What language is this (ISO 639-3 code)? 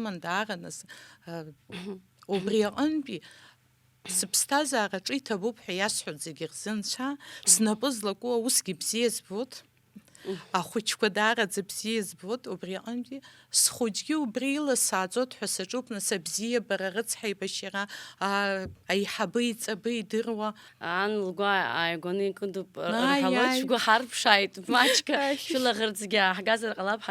abk